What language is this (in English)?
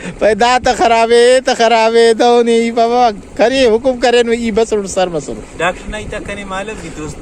Brahui